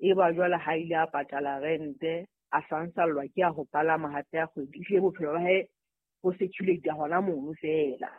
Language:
Southern Sotho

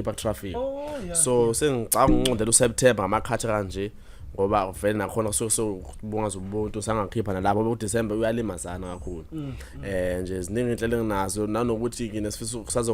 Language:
Zulu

